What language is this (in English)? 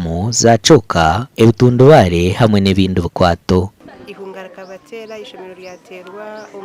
Nyankole